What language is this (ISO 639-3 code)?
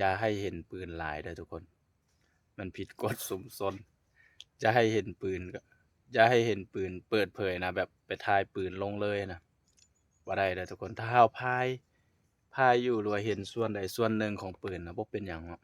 lao